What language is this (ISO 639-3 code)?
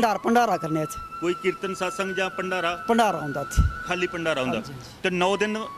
doi